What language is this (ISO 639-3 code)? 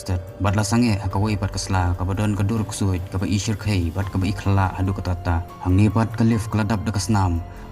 kha